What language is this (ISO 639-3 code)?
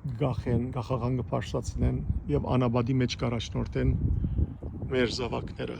hyw